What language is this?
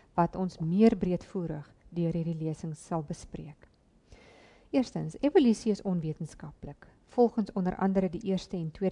Afrikaans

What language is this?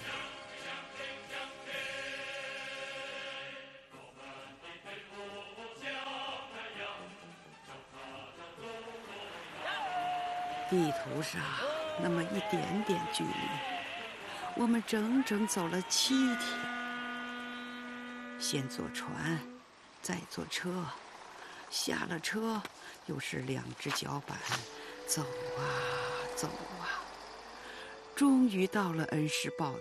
Chinese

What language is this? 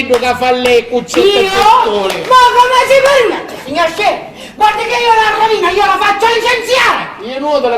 Sicilian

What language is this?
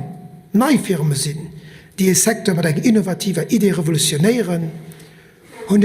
Luxembourgish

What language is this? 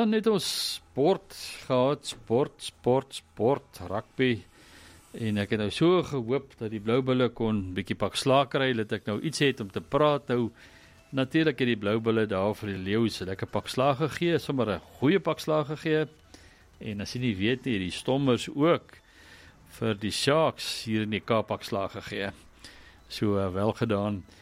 Afrikaans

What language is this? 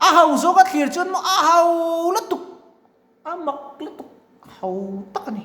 Mizo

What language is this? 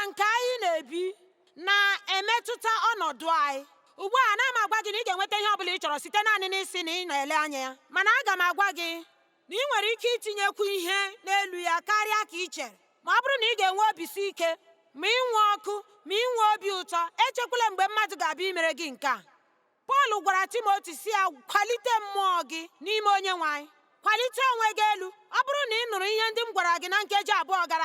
Igbo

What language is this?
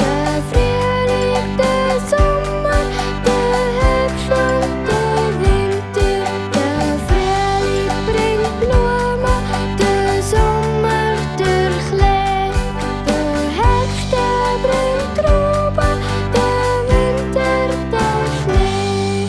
Swiss German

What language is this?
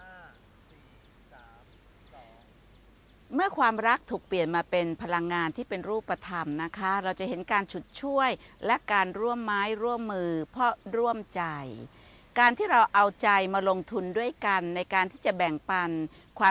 Thai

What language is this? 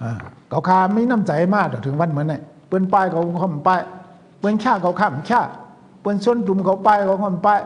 Shan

